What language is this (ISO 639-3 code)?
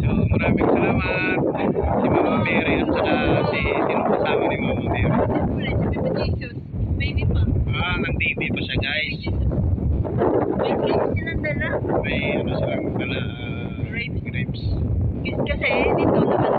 fil